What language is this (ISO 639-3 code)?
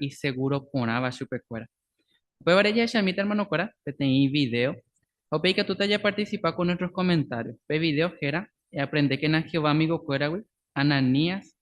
grn